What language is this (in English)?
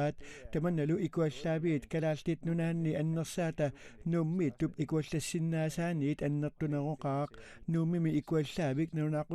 Kalaallisut